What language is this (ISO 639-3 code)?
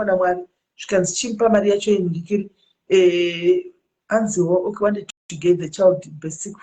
sna